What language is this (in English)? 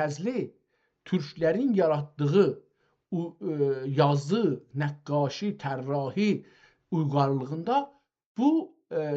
South Azerbaijani